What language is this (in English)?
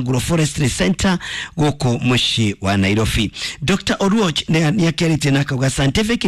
Kikuyu